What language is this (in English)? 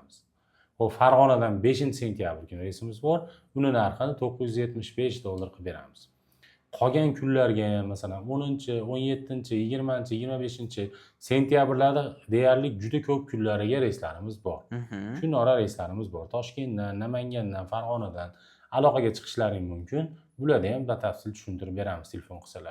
Uzbek